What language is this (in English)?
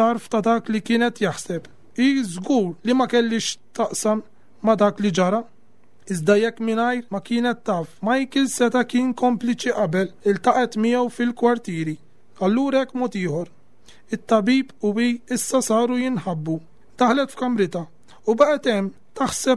Maltese